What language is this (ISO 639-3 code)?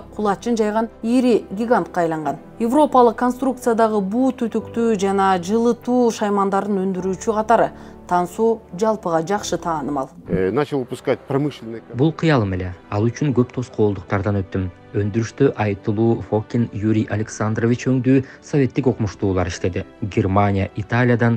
kir